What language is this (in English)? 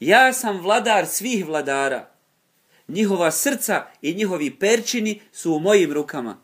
Bosnian